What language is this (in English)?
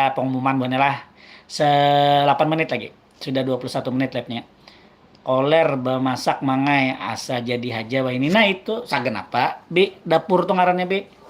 Banjar